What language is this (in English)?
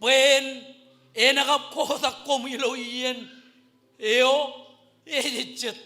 Marshallese